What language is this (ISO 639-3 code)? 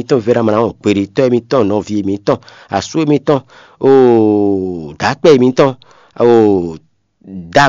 fon